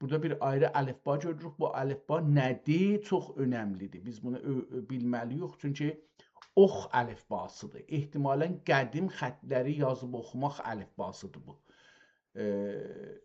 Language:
South Azerbaijani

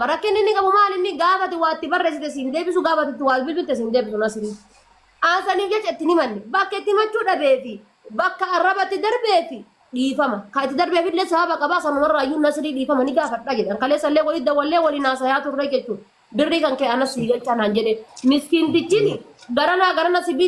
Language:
Oromo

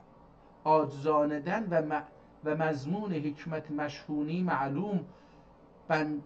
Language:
South Azerbaijani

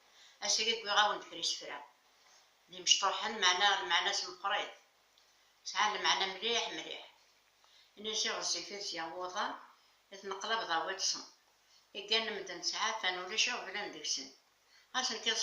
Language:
Kabyle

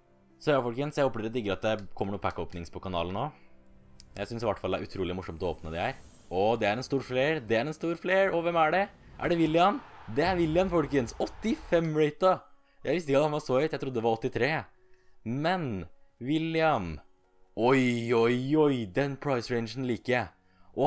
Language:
Norwegian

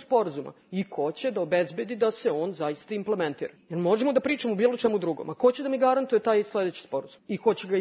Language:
Serbian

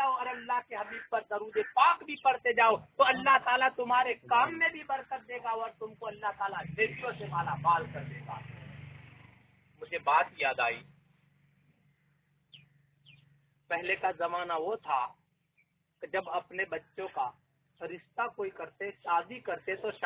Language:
Urdu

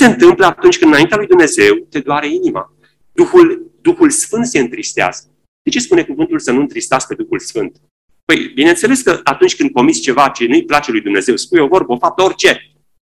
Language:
Romanian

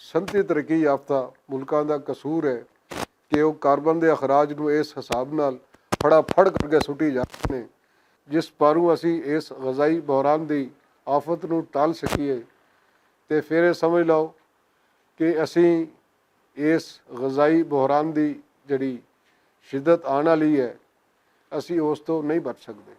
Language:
Western Panjabi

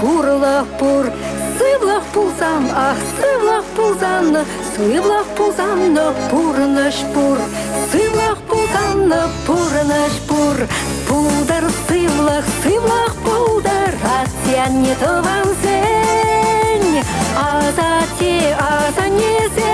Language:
Chuvash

